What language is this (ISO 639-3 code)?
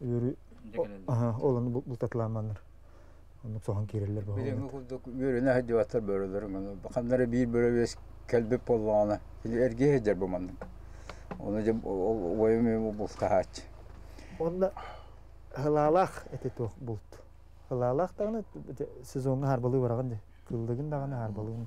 sah